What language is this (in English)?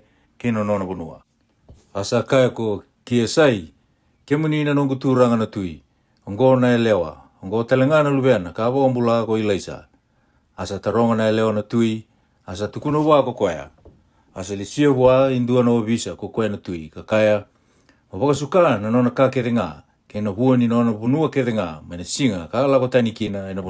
Fijian